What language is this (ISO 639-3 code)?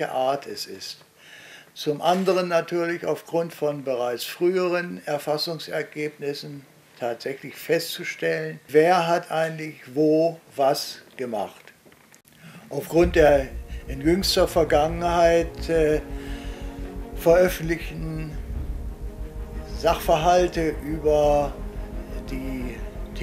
deu